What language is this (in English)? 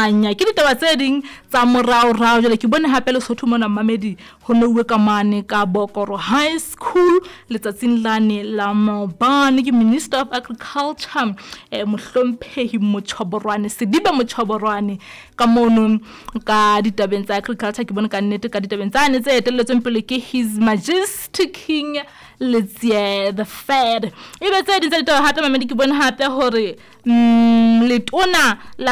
Southern Sotho